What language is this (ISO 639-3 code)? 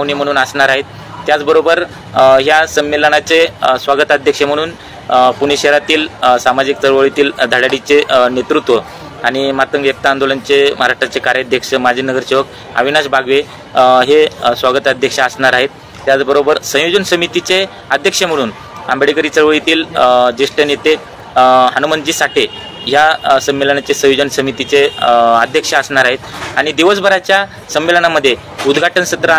mar